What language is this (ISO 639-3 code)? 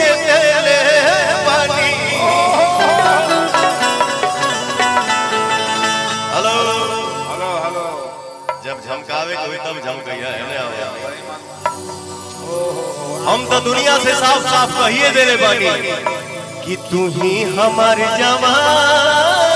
bho